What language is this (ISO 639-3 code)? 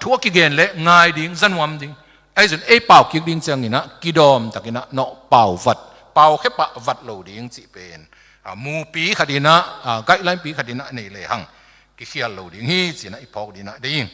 ctd